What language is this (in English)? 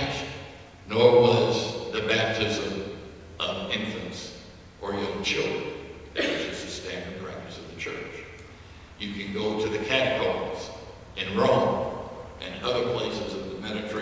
English